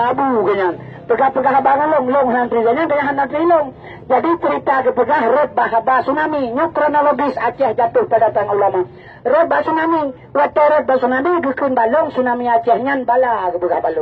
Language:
Achinese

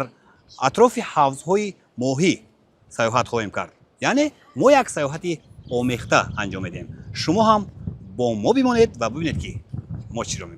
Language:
Tajik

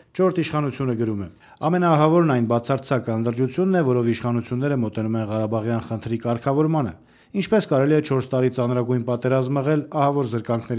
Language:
Armenian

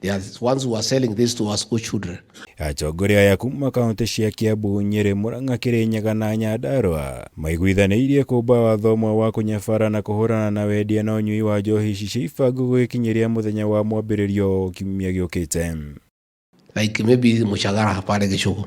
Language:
Kikuyu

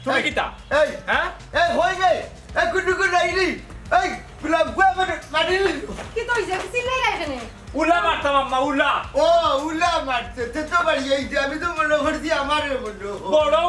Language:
Sylheti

